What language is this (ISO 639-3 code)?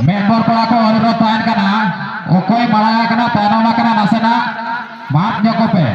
sat